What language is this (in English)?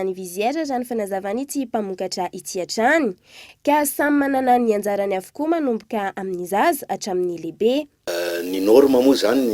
Malagasy